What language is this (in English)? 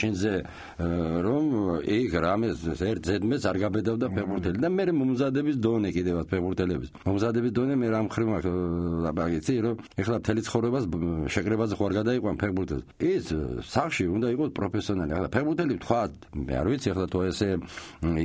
Georgian